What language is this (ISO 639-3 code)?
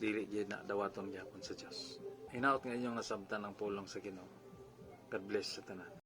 ceb